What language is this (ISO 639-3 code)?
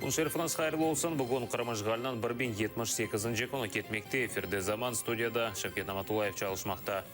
crh